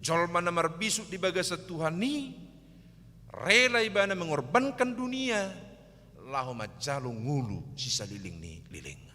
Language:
Batak Toba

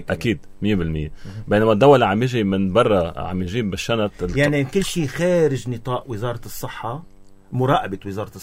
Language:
North Levantine Arabic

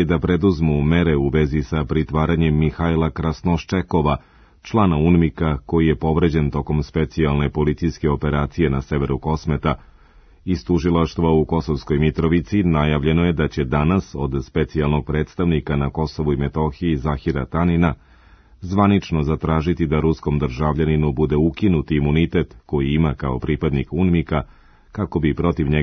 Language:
Serbian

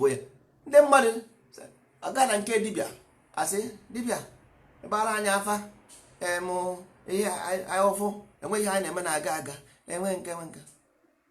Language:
Igbo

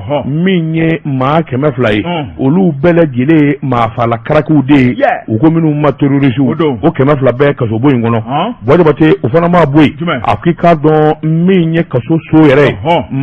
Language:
Bambara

